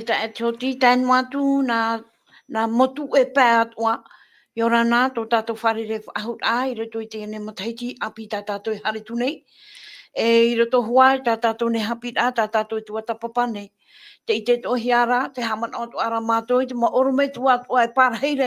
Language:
Tahitian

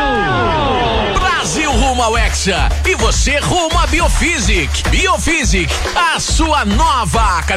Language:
Portuguese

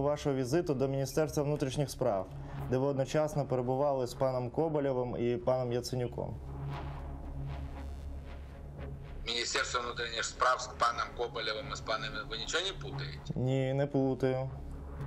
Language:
Ukrainian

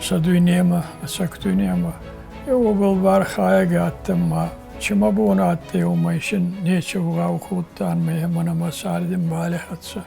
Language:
Ossetic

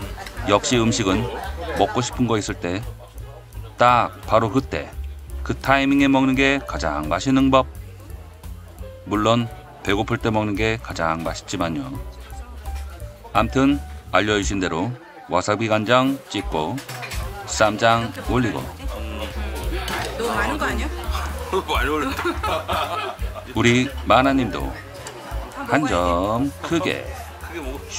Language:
Korean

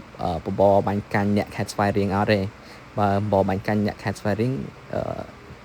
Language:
Khmer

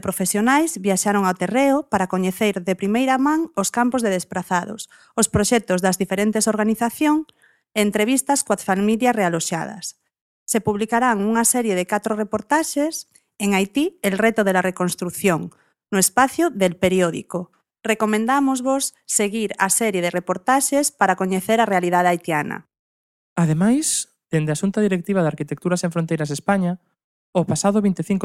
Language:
Galician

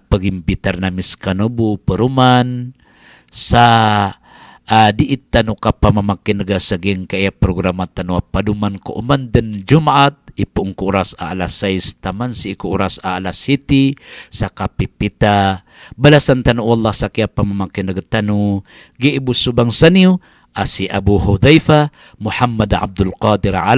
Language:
Maranao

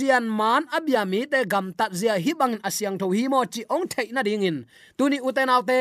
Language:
Tedim Chin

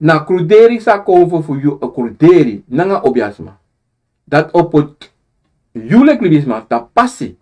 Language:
Sranan Tongo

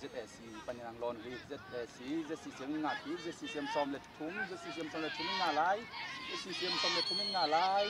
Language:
Tedim Chin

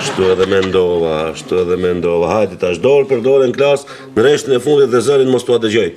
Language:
Albanian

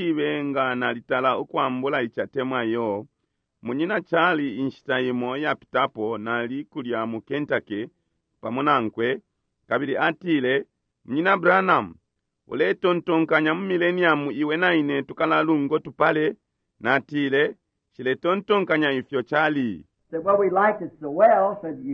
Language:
Bemba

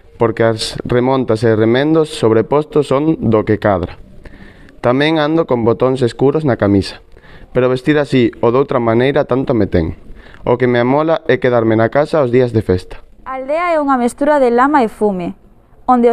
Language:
Galician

